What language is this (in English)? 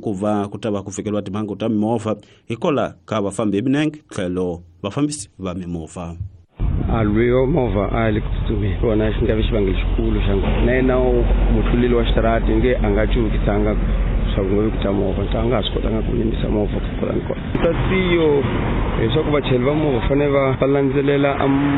Tsonga